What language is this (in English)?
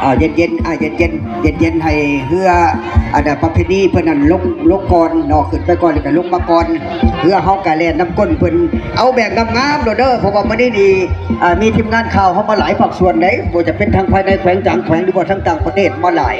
Lao